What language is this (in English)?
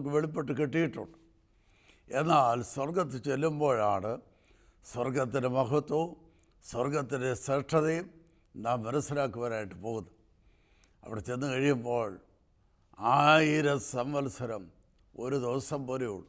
Malayalam